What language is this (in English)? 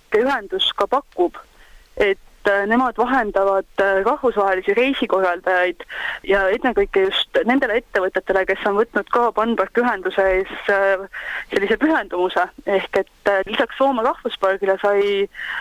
Estonian